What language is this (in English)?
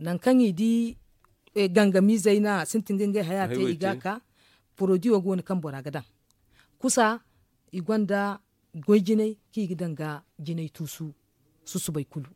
Zarma